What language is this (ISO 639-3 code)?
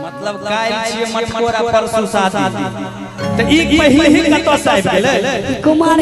mai